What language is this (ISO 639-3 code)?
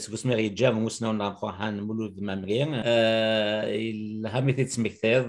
kab